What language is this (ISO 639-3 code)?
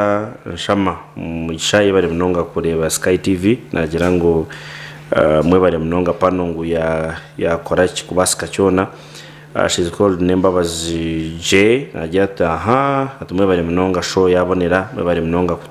nyn